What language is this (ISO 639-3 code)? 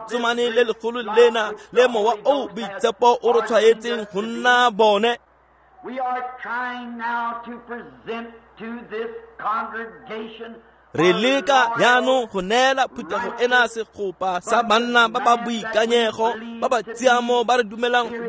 tsn